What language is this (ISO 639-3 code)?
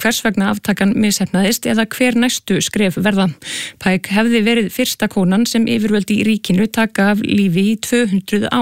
isl